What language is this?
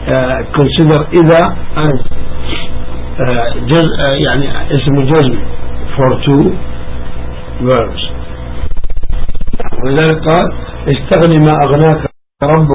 Arabic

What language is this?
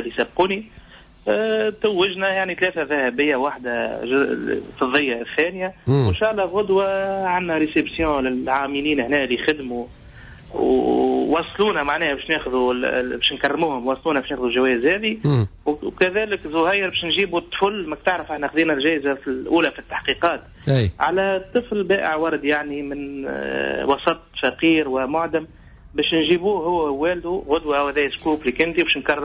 Tunisian Arabic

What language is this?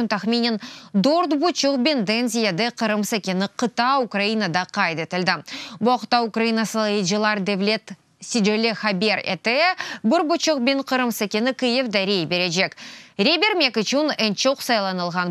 Crimean Tatar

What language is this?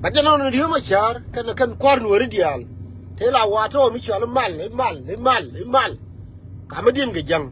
Nuer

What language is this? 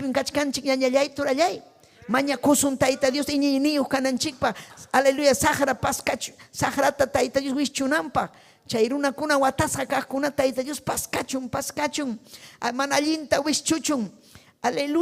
Ayacucho Quechua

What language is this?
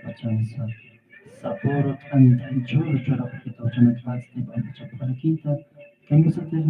Aymara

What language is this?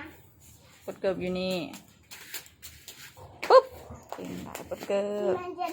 Lao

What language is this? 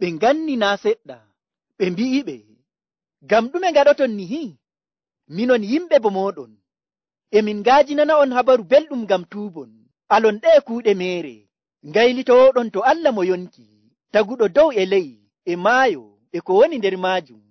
Nigerian Fulfulde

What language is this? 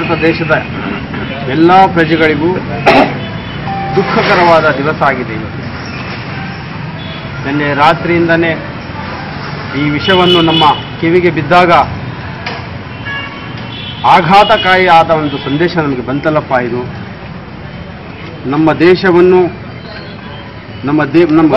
Kannada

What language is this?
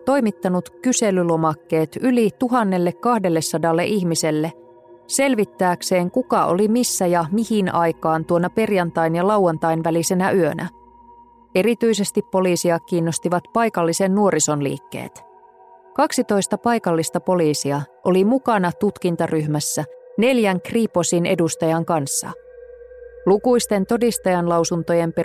Finnish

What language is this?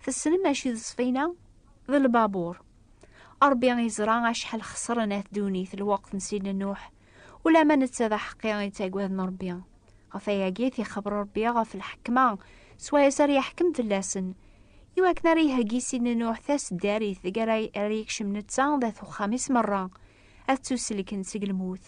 Kabyle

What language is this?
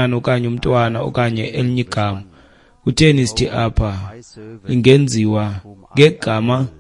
Xhosa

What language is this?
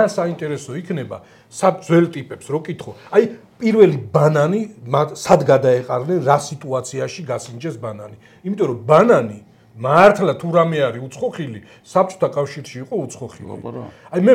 Georgian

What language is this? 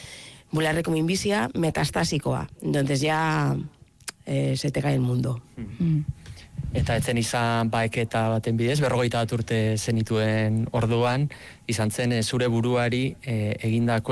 Basque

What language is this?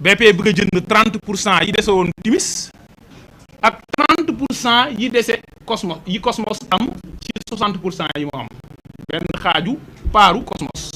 Wolof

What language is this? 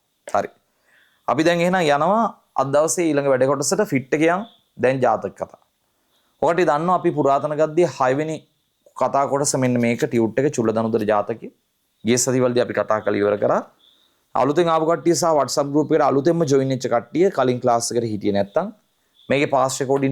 Sinhala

